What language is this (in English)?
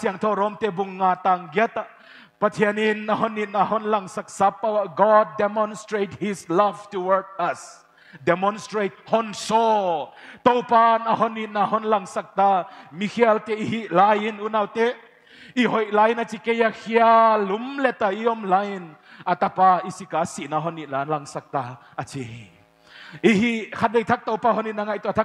Paite Chin